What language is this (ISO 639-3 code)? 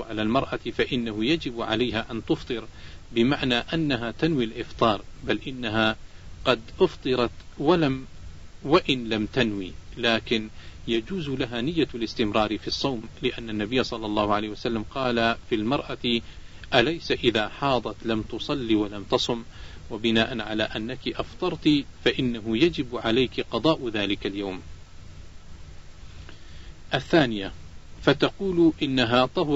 ara